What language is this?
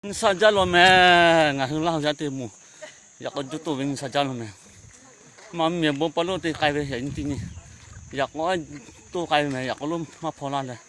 Lahu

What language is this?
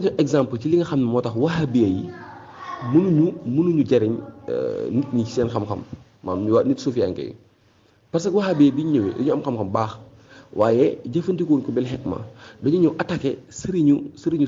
Wolof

